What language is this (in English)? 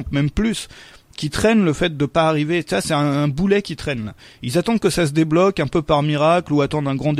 French